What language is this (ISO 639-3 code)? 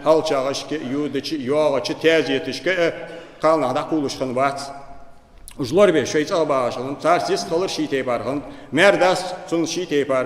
inh